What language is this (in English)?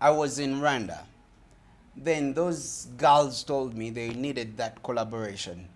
Ganda